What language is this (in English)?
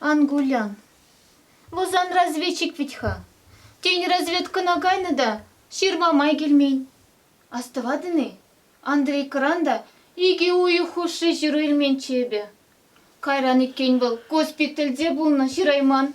Chuvash